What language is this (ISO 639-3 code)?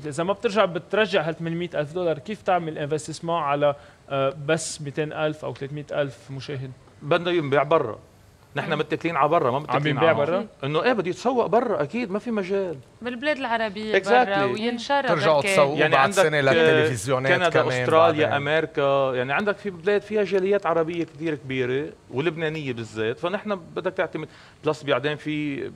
apc